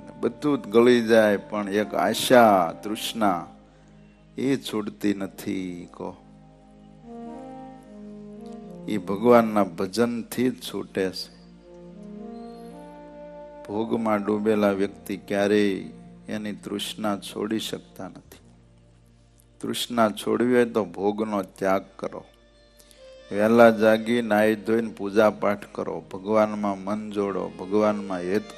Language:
Gujarati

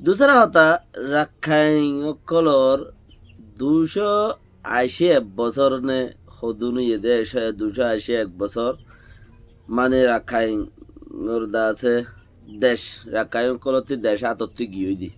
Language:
Rohingya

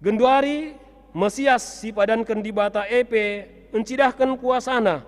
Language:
Batak Karo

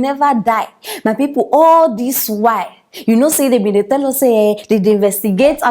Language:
Nigerian Pidgin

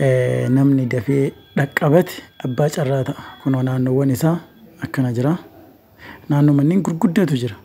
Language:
Oromo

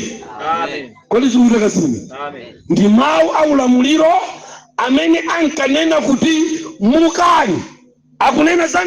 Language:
Nyanja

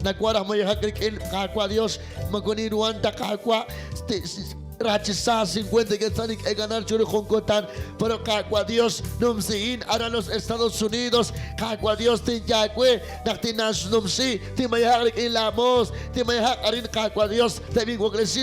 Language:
Kekchí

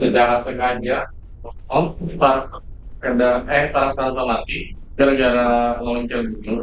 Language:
Banjar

